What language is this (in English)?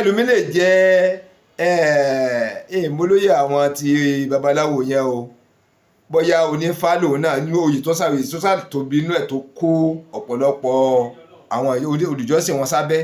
Yoruba